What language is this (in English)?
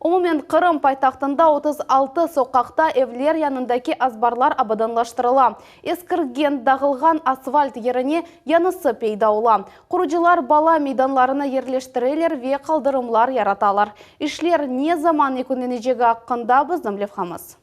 Crimean Tatar